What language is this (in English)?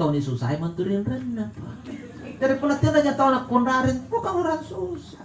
Makasar